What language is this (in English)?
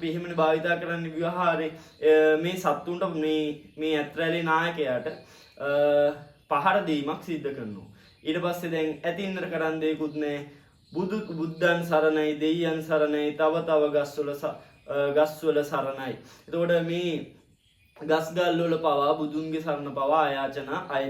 Sinhala